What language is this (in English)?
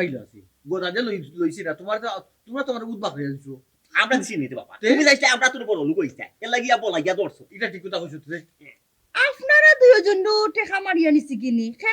Sylheti